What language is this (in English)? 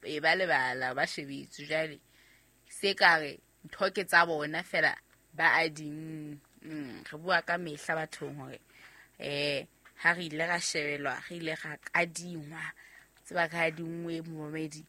Southern Sotho